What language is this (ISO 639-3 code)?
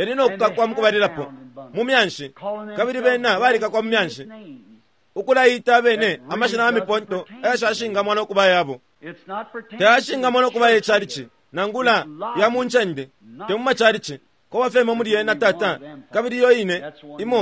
bem